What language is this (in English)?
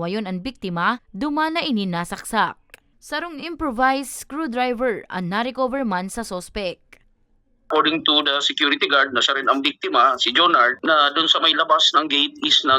Bikol